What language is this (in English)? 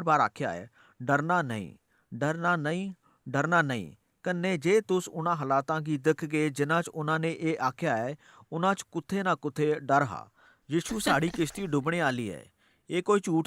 Dogri